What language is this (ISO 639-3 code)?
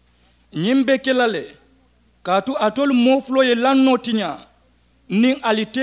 man